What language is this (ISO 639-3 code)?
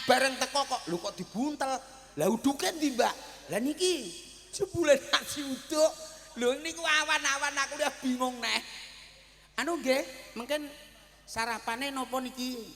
jav